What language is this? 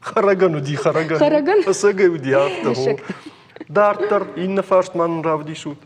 Ossetic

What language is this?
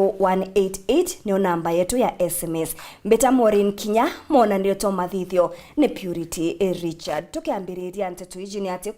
Meru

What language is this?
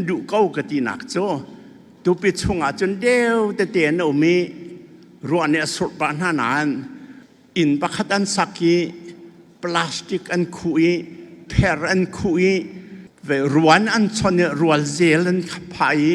Falam Chin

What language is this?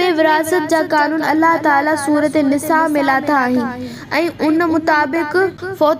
Sindhi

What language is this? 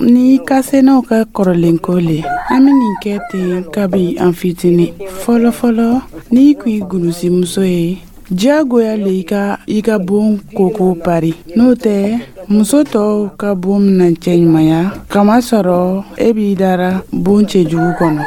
Dyula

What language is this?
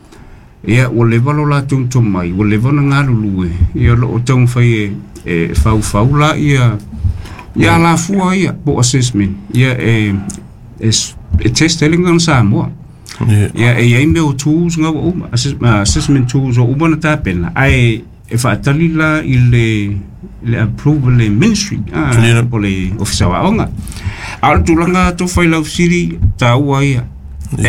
Samoan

